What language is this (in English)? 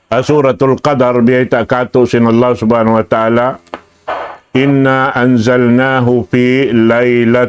Tausug